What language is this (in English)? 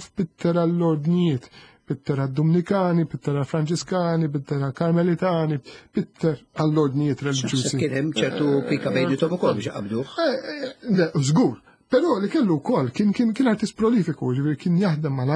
Maltese